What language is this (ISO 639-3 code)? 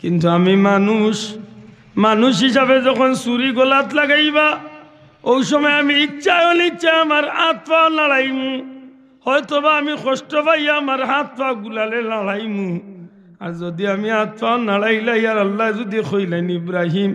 syl